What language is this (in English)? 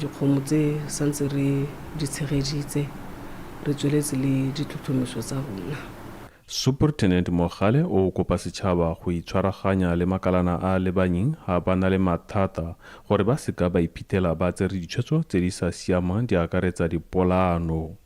Tswana